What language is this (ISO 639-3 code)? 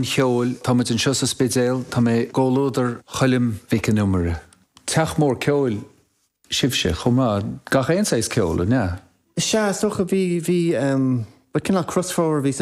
gle